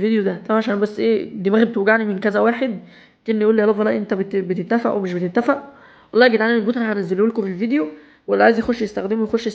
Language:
Egyptian Arabic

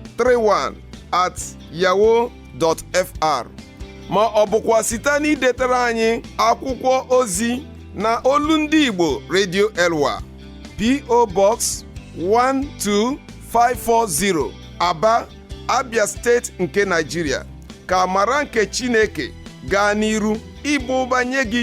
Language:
Igbo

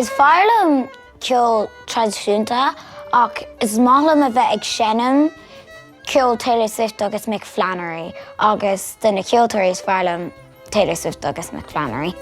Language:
Irish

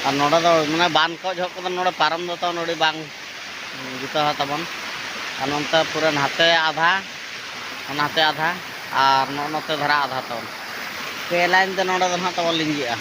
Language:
Santali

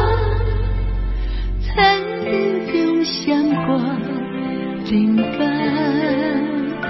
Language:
Chinese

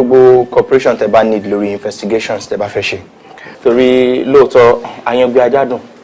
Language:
Yoruba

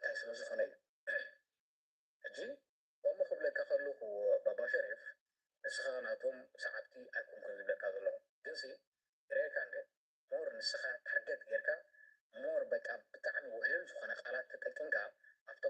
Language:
Tigrinya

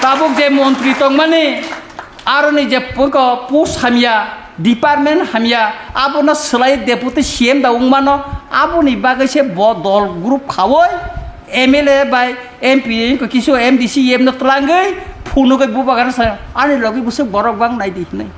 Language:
Kok Borok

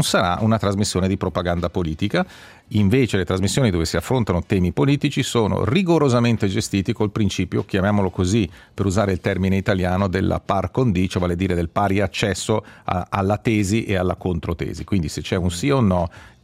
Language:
Italian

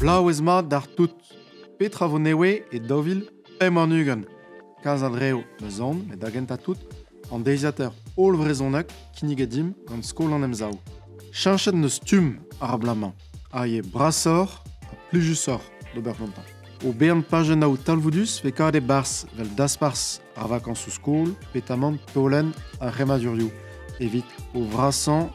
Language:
Breton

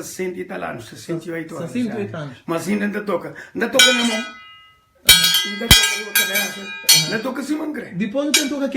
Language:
Kabuverdianu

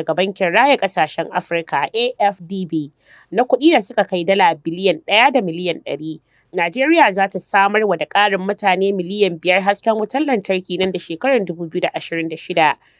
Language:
Hausa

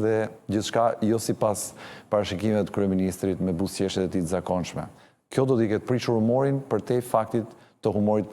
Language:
Albanian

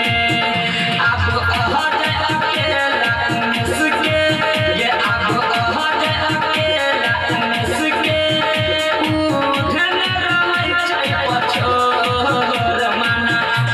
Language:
Maithili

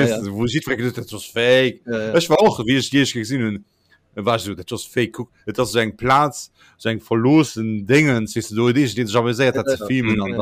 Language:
Luxembourgish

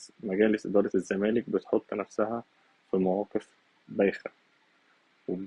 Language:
Egyptian Arabic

